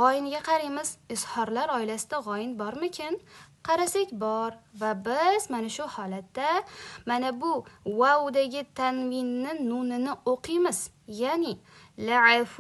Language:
Uzbek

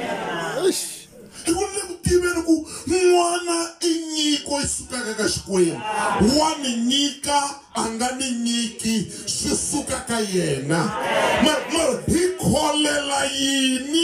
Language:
Tsonga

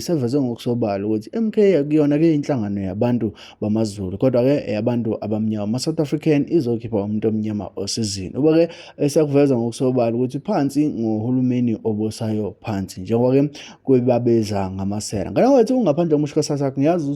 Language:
Zulu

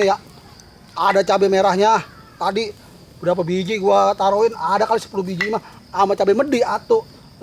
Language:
Betawi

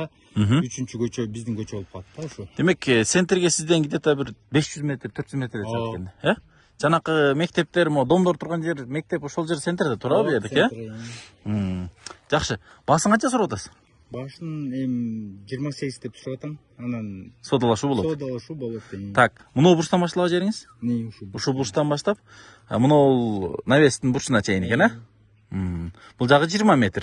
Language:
Kyrgyz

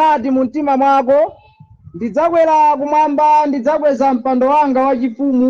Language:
Nyanja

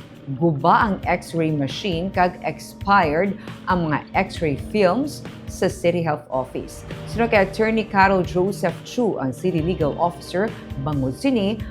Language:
Hiligaynon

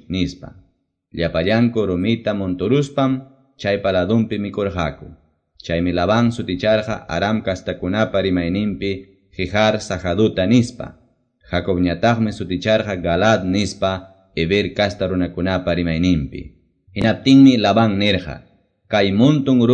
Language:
Quechua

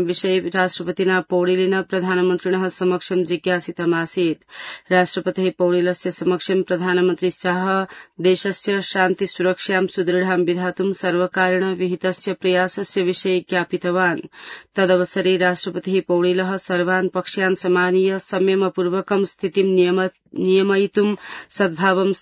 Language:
Sanskrit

